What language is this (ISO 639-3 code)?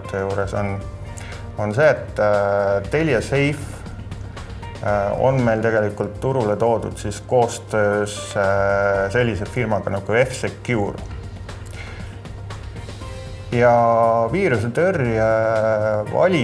est